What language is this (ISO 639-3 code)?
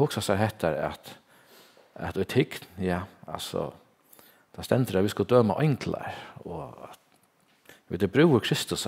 fao